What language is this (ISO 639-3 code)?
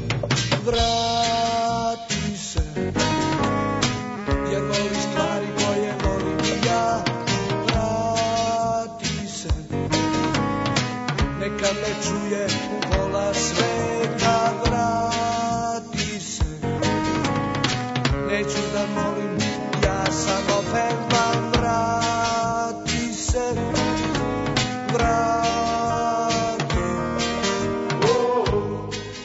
srp